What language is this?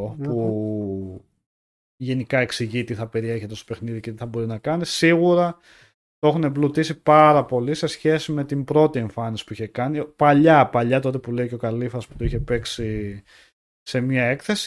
Greek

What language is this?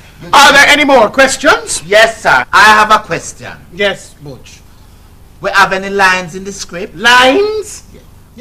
Jamaican Creole English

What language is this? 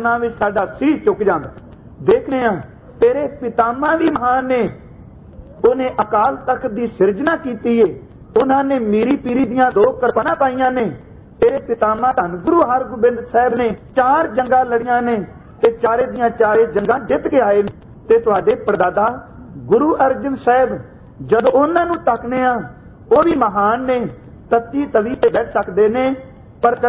Punjabi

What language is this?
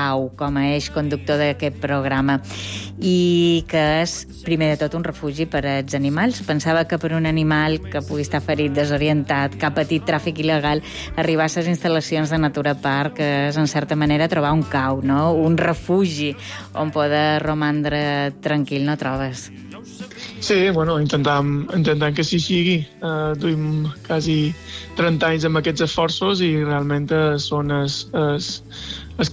Catalan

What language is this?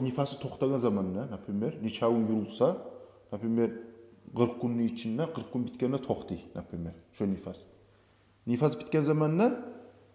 Kumyk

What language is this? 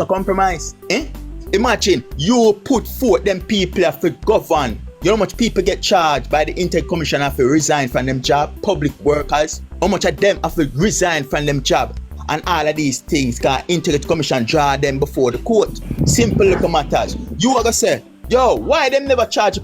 Jamaican Creole English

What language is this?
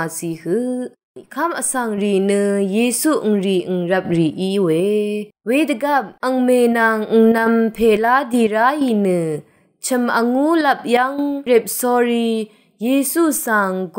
Rawang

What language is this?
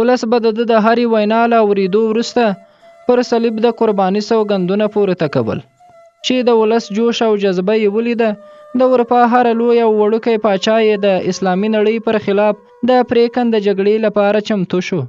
Pashto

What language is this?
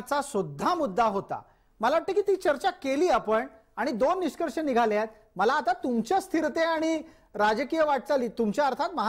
Marathi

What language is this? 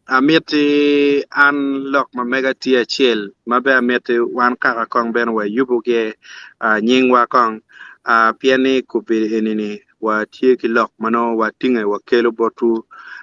Acoli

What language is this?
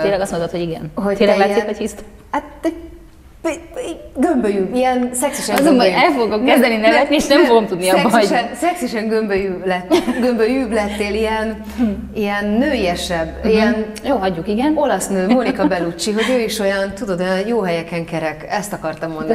Hungarian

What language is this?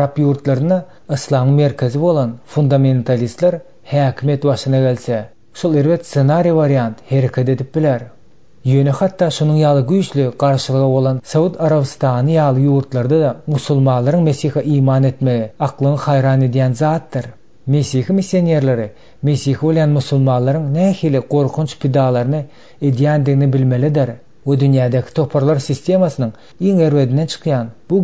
Turkmen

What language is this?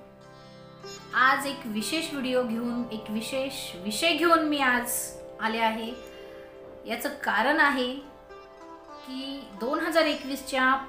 Marathi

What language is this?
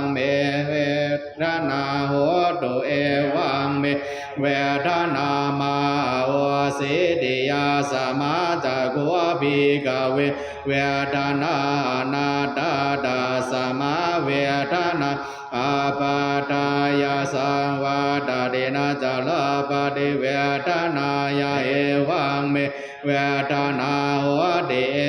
Pali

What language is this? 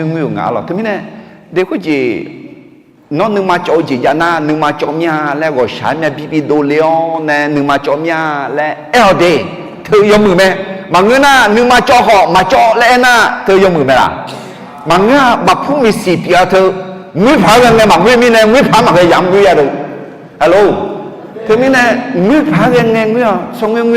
Akha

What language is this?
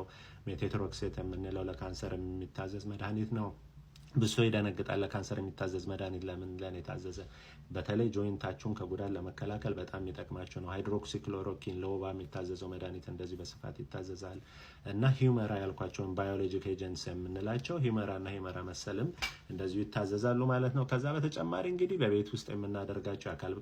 Amharic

